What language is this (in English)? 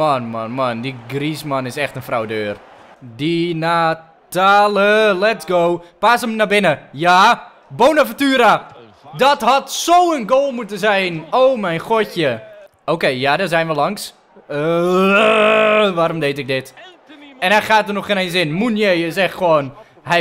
Dutch